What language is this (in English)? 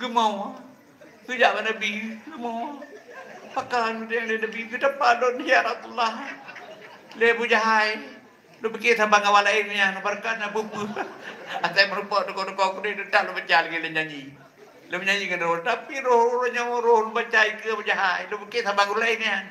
Achinese